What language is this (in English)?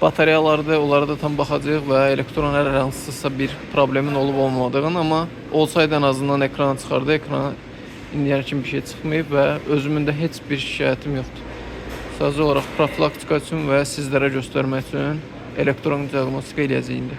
Azerbaijani